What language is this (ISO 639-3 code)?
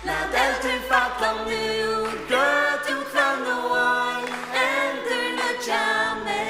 fao